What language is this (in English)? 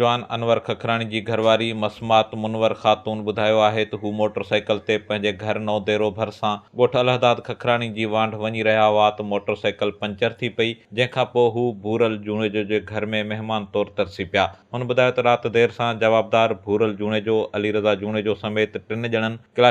Sindhi